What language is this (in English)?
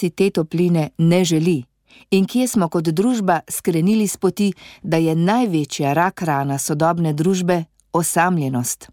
Slovenian